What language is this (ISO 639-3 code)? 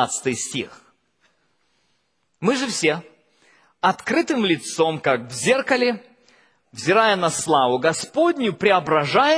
rus